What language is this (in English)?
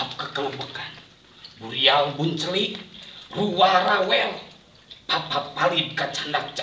Sundanese